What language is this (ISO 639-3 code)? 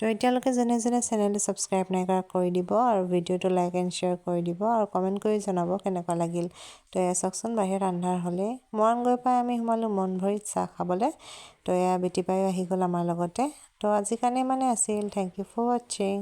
asm